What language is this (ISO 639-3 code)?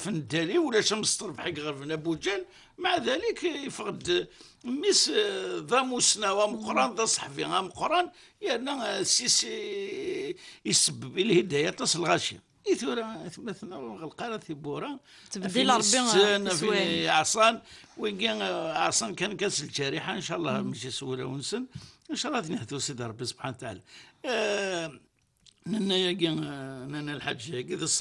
kab